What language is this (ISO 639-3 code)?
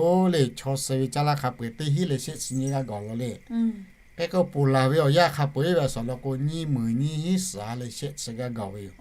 lhu